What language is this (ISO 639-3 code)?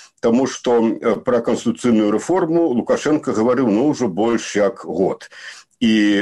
bel